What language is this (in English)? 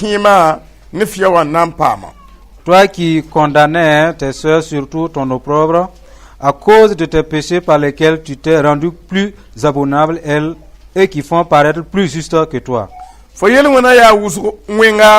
Mossi